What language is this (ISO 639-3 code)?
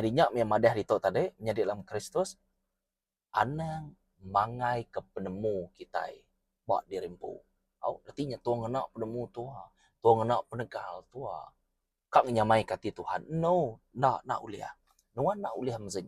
iba